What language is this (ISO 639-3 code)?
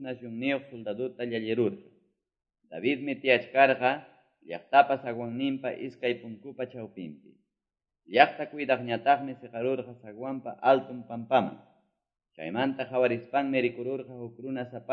que